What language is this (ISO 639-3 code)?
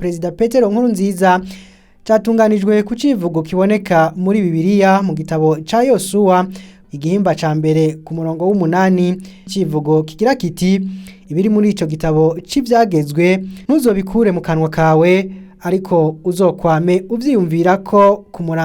run